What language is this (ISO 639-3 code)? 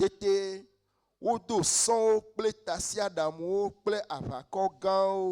ewe